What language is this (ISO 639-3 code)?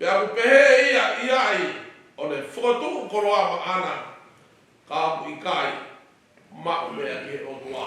ton